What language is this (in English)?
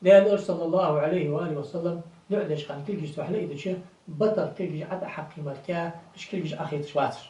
Ingush